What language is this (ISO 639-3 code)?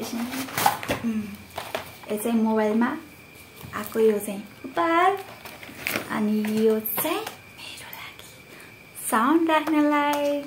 nep